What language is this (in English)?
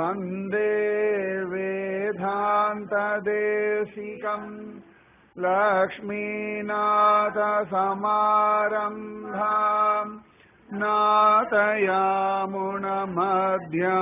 Tamil